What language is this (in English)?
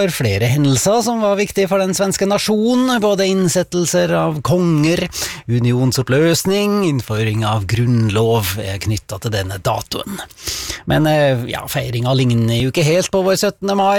Norwegian